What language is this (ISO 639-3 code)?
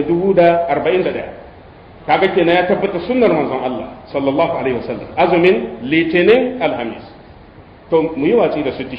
hau